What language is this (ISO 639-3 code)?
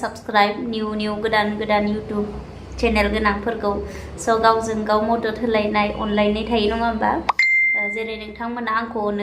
brx